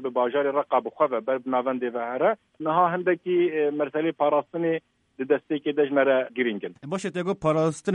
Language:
Kurdish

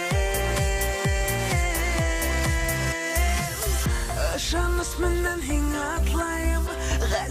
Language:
Bashkir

